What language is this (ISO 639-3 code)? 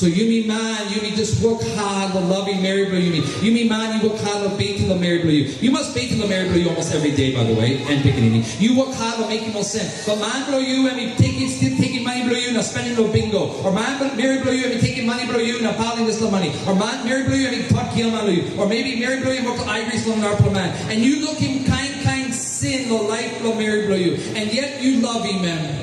tpi